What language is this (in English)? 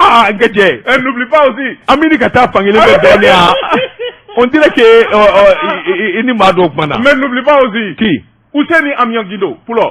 Bambara